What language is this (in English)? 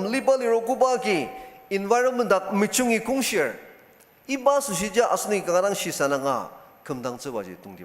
Ao Naga